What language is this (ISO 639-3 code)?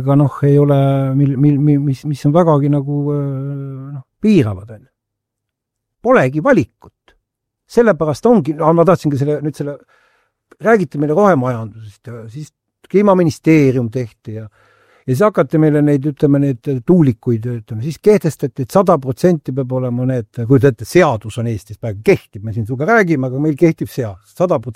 est